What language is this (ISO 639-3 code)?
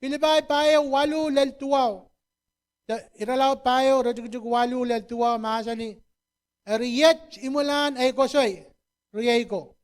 pon